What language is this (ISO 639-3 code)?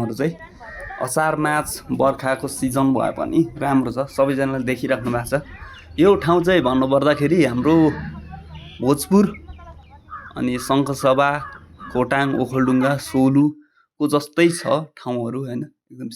nep